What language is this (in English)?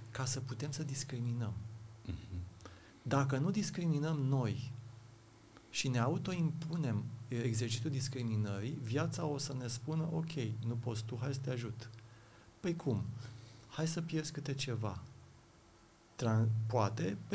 Romanian